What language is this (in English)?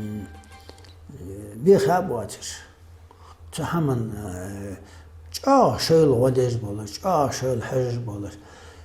Ingush